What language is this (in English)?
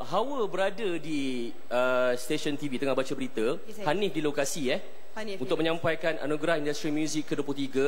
Malay